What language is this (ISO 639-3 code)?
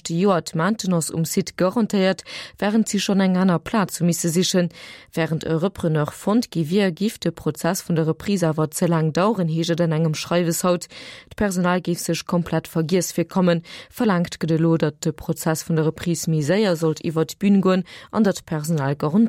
ltz